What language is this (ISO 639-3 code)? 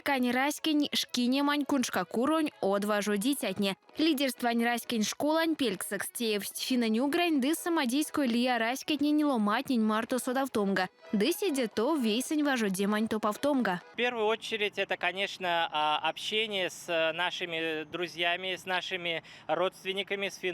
myv